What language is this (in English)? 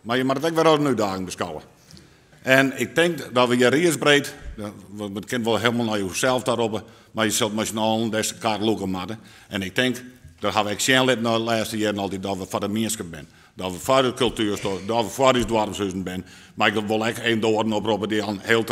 Western Frisian